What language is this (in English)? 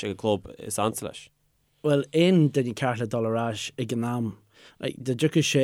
Irish